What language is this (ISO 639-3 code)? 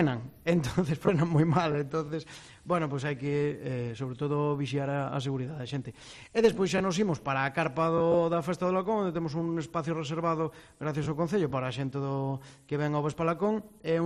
glg